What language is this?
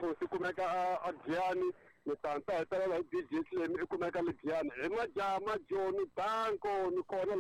Tsonga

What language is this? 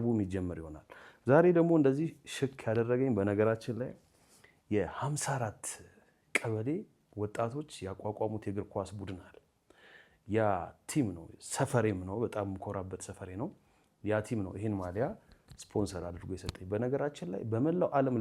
Amharic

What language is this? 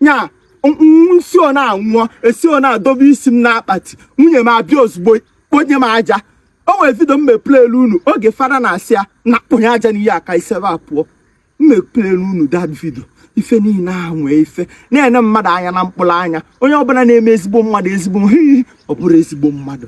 Igbo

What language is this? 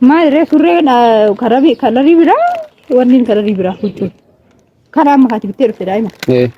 Oromo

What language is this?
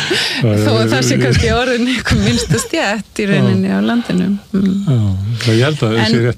Icelandic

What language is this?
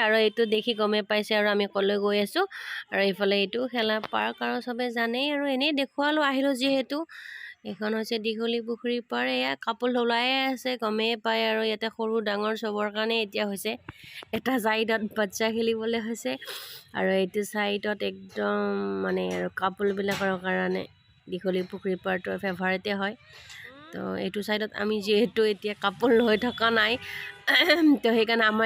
Assamese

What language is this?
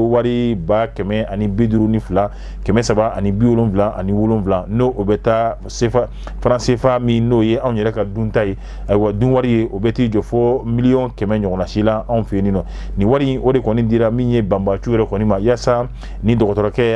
Bambara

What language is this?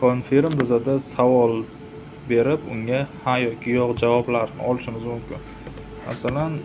Uzbek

